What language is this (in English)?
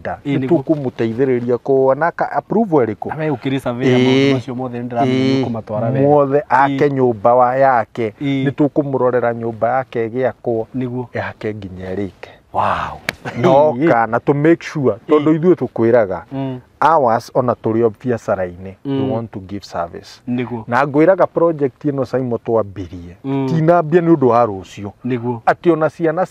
Kikuyu